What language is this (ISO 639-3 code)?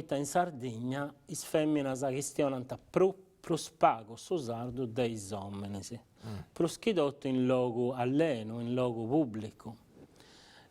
srd